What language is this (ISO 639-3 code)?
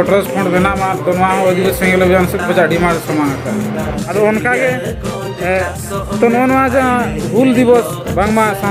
sat